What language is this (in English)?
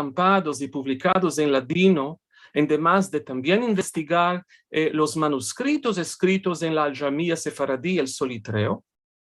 Ladino